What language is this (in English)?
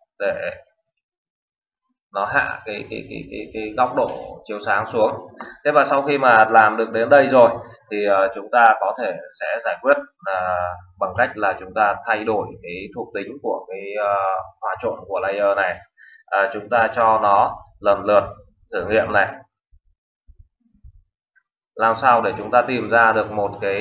Vietnamese